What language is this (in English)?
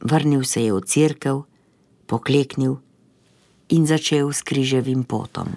Slovenian